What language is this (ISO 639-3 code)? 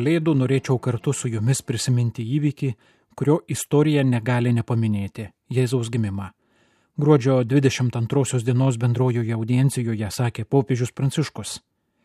lit